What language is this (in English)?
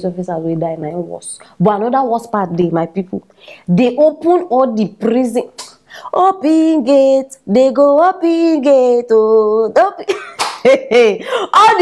Nigerian Pidgin